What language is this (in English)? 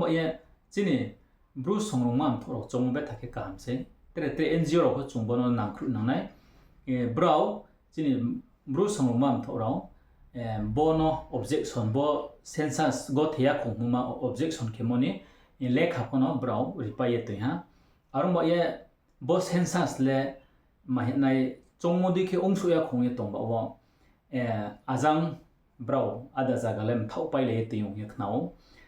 Riang (India)